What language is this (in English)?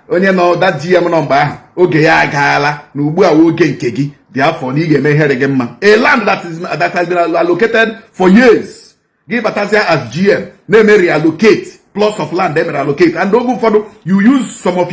Igbo